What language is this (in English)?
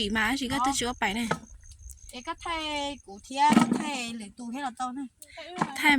Hmong